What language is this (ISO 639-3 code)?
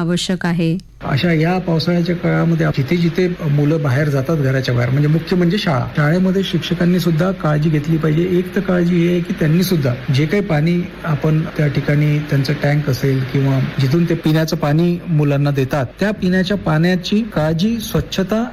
mar